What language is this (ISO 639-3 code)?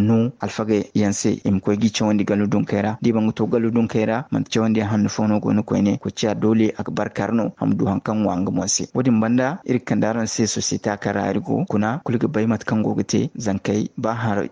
dje